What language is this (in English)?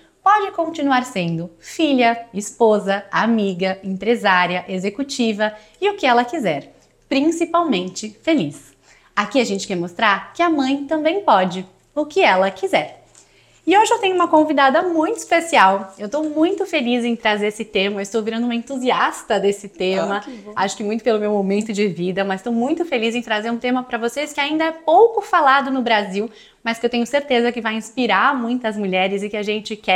Portuguese